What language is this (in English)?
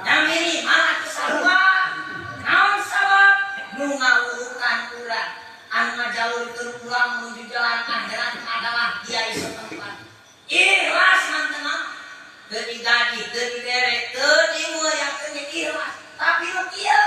Sundanese